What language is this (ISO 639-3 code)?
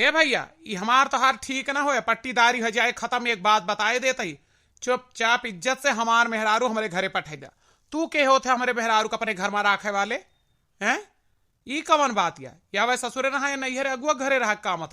awa